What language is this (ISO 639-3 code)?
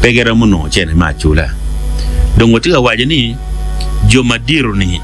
ach